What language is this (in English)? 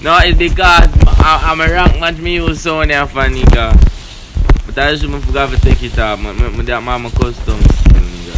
Jamaican Creole English